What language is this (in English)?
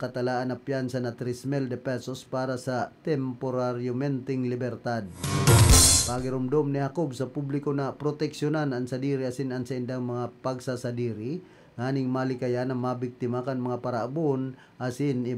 Bikol